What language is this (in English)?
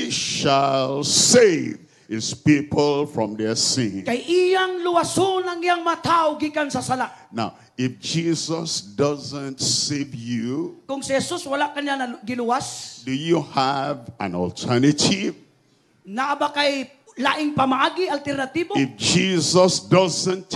Cebuano